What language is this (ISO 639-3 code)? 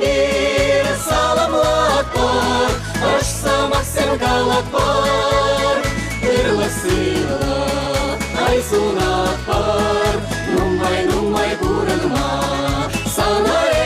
chv